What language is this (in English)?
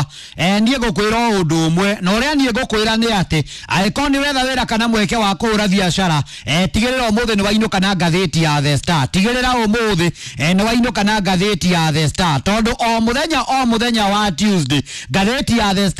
Kikuyu